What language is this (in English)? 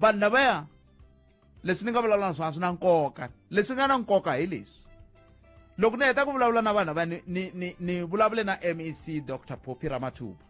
Tsonga